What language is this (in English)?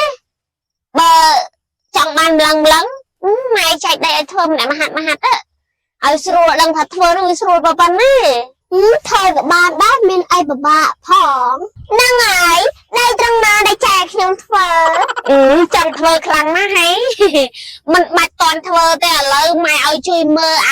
Khmer